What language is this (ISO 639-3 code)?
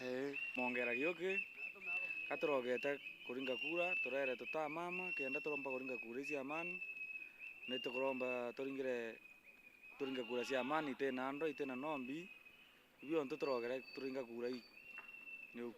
mer